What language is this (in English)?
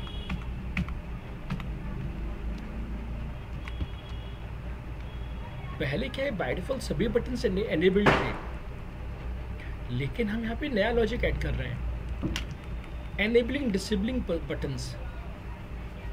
Hindi